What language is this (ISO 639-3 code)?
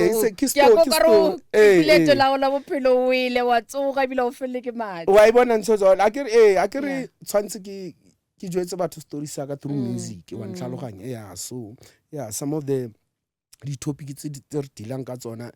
nso